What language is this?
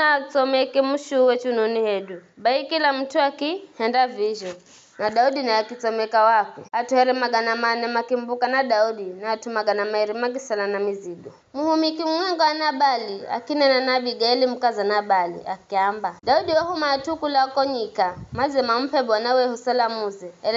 Giryama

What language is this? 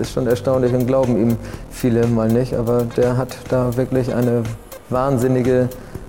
German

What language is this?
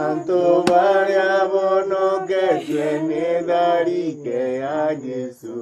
Meru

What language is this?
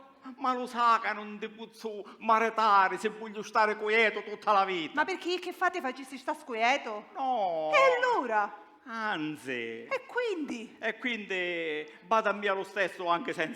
Sicilian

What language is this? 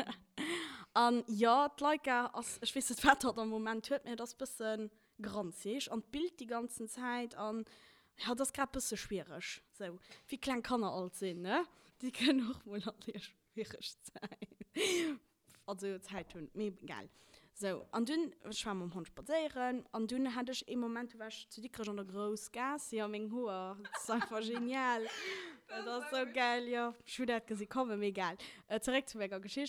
Luxembourgish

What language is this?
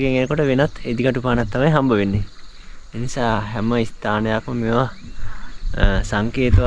Sinhala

